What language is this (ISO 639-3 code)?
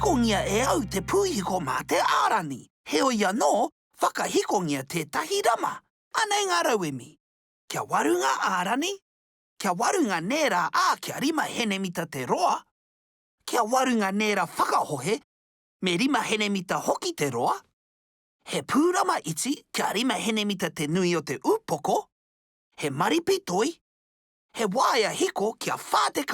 mri